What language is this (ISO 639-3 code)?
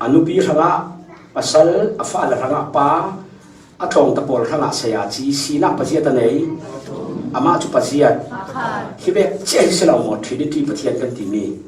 cfm